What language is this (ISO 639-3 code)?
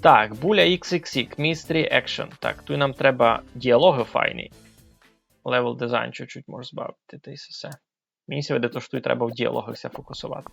rue